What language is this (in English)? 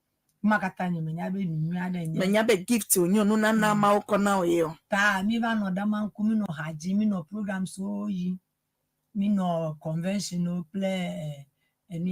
Ewe